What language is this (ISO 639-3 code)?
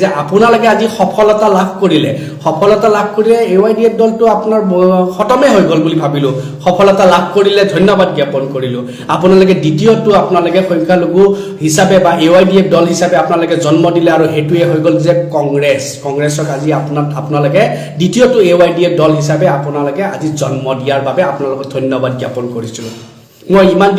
asm